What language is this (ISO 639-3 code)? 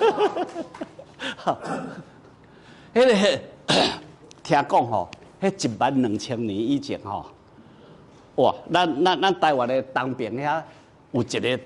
nan